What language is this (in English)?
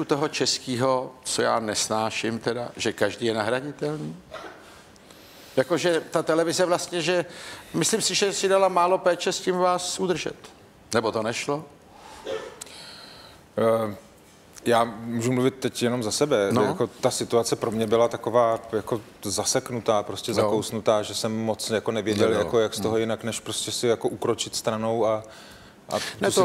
Czech